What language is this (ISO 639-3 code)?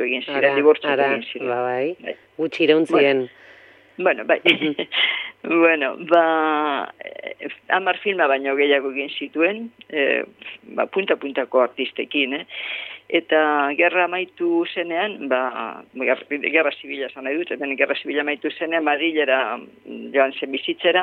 eus